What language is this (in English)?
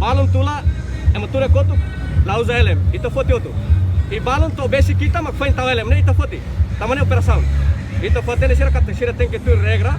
Tetum